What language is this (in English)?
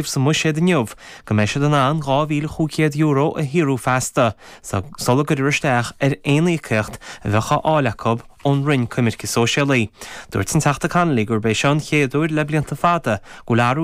Irish